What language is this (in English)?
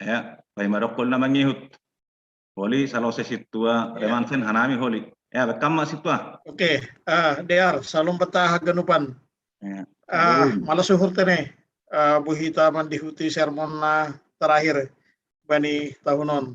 Batak Simalungun